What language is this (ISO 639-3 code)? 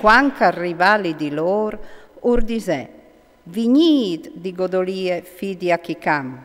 fur